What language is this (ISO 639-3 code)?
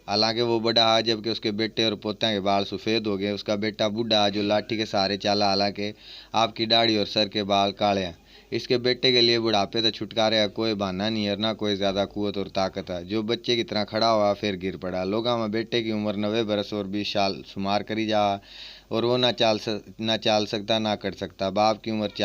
bgc